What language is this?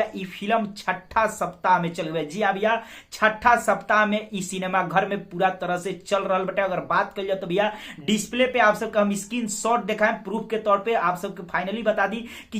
Bhojpuri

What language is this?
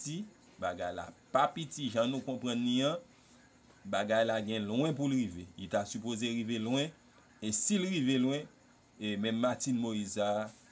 Haitian Creole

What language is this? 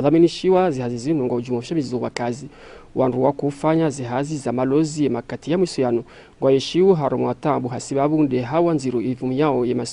Ngazidja Comorian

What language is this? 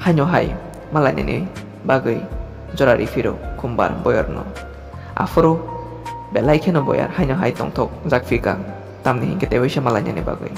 Kok Borok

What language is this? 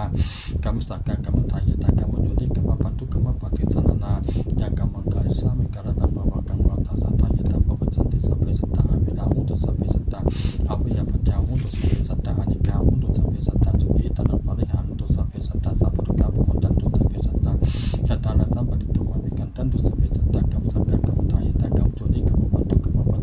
Pali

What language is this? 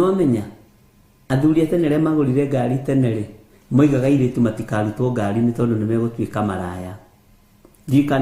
Kikuyu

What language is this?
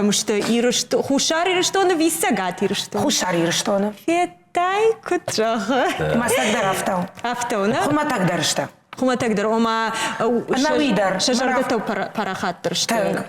Ossetic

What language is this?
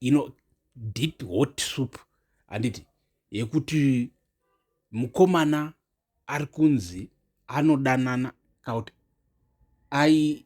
Shona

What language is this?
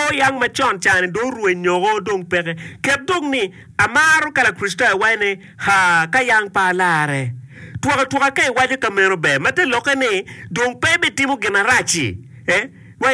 Acoli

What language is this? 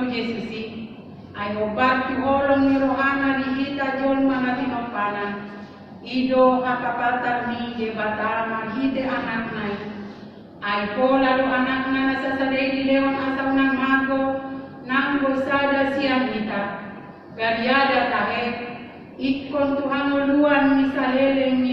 Batak Toba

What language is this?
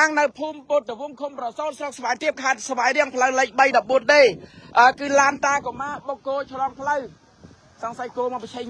Khmer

